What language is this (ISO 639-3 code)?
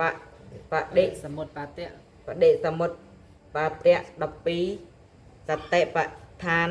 khm